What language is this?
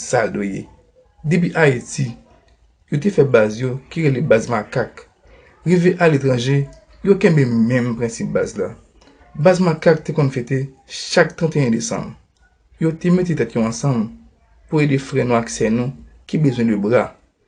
Haitian Creole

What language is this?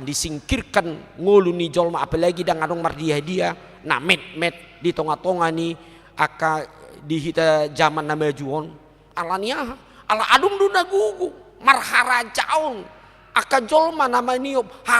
Batak Toba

